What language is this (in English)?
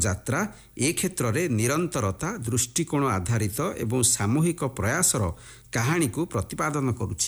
Odia